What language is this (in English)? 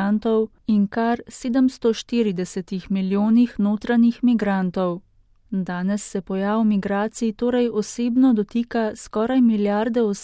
Slovenian